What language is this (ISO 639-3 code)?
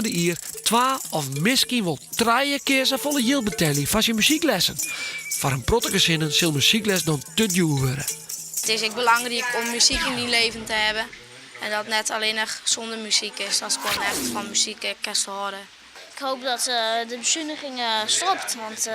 fry